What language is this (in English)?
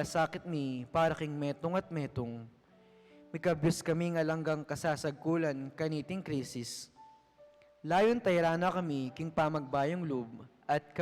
Pampanga